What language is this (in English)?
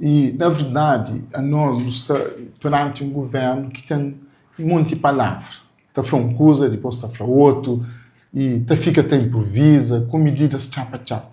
Kabuverdianu